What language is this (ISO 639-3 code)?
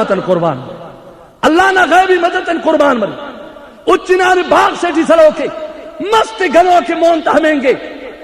brh